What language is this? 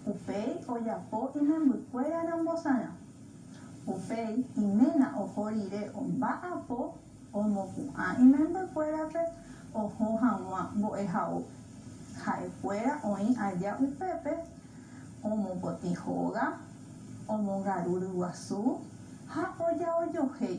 Guarani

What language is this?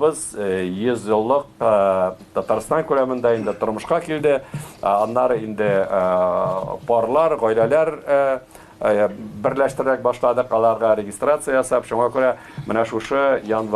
Tatar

